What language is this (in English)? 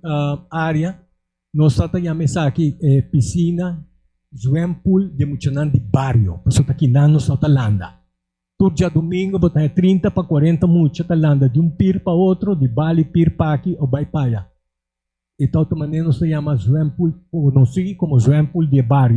Papiamento